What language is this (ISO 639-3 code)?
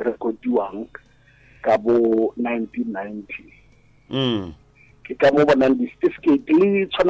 nso